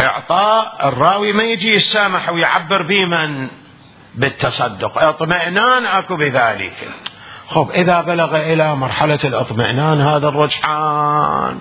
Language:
Mesopotamian Arabic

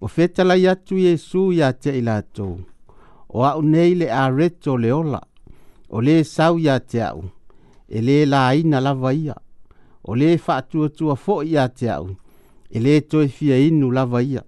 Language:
Samoan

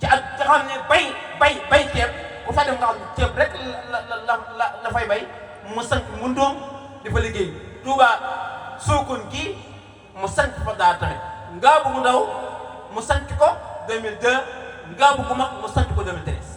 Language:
Wolof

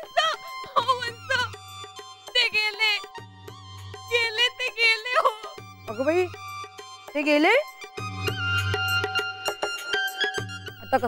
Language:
Marathi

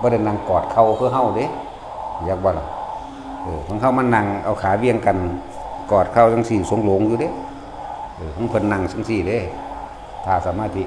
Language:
Northeastern Thai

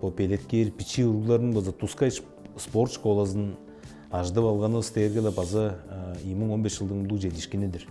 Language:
Tuvinian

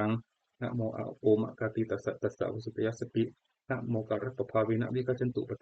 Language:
Pali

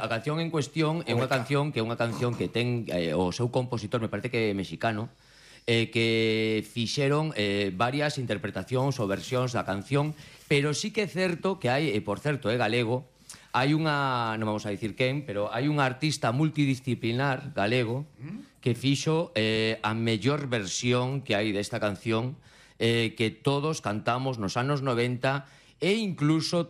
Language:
Galician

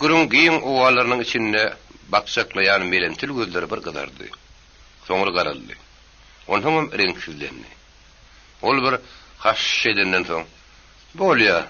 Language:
Turkmen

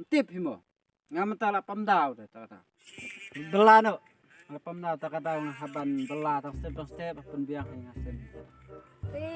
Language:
Khasi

